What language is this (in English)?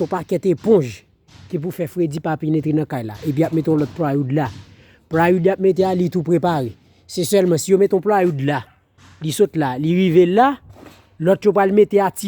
Haitian Creole